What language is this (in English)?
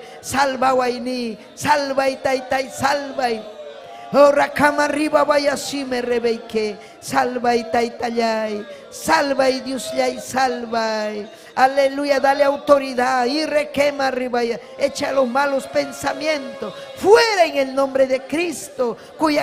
Ayacucho Quechua